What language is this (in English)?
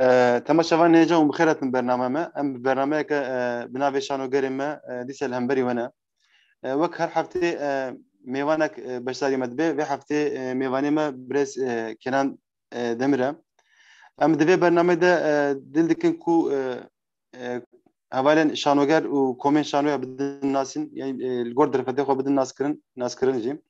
Kurdish